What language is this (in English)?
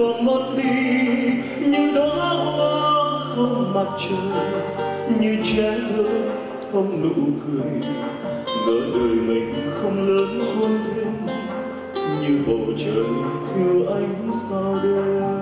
Vietnamese